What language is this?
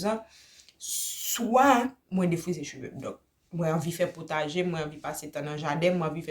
Haitian Creole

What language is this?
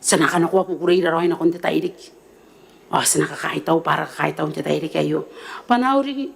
Gilbertese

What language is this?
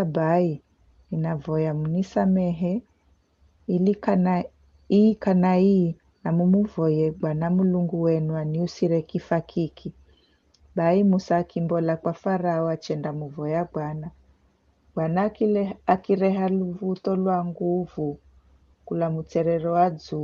Giryama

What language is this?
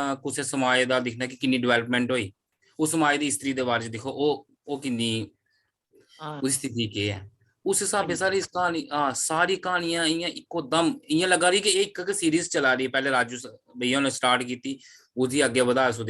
Dogri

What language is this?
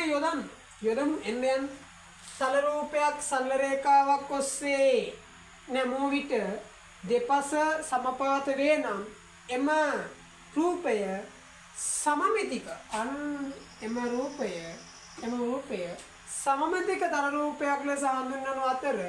Sinhala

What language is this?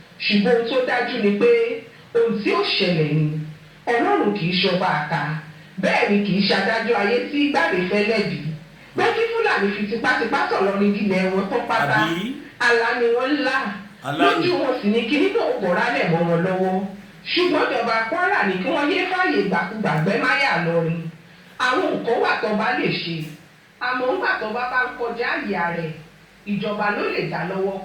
Yoruba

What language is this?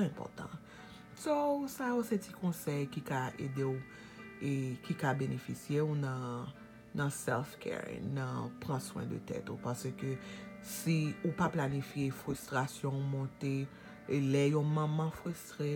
Haitian Creole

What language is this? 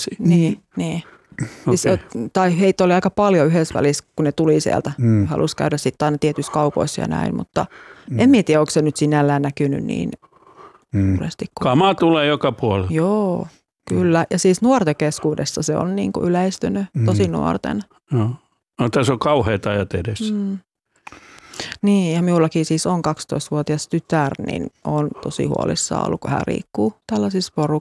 Finnish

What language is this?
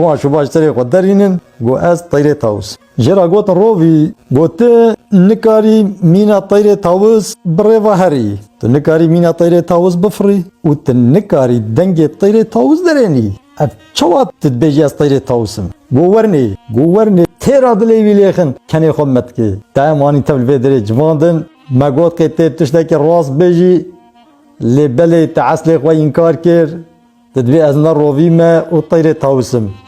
Kurdish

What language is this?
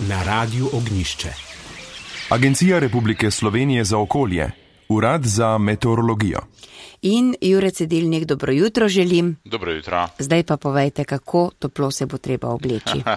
Slovenian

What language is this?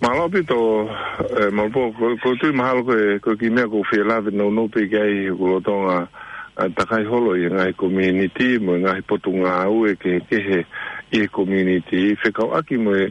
Tongan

